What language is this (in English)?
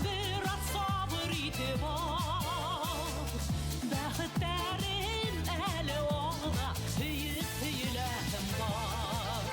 Bashkir